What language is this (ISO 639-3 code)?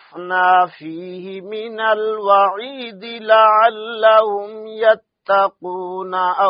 ara